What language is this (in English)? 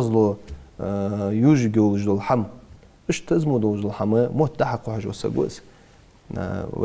Ingush